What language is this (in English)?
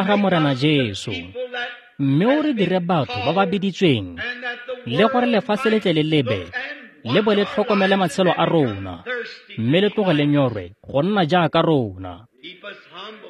Tswana